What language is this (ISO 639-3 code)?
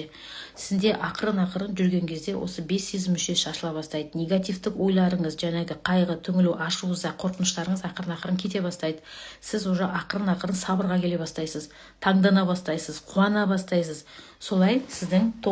kaz